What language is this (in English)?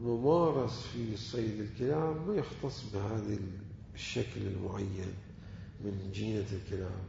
Mesopotamian Arabic